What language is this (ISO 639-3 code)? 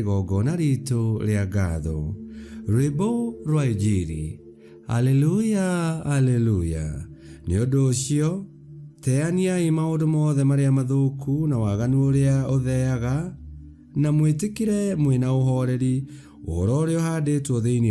kik